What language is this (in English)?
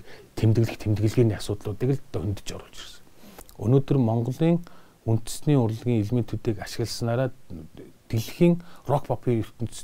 Mongolian